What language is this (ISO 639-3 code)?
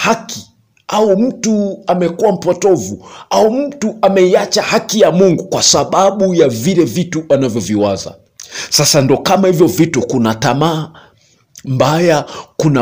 swa